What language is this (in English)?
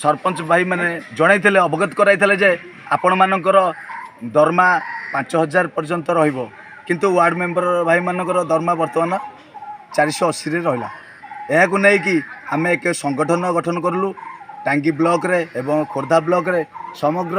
Odia